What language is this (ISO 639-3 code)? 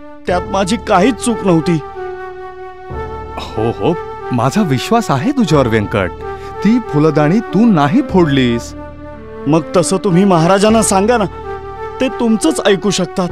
mar